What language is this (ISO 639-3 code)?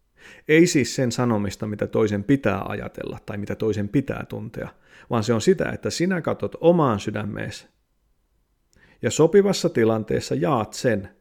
fin